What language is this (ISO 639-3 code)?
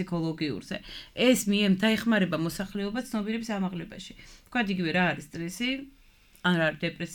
kat